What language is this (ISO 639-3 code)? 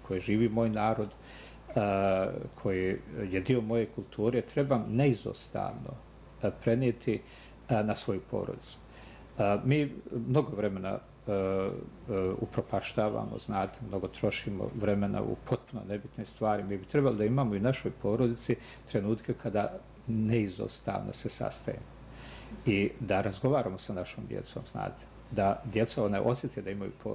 bos